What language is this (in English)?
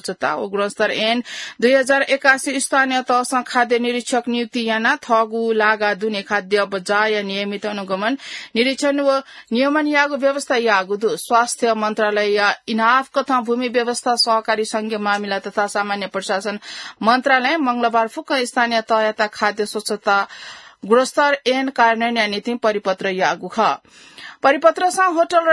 Newari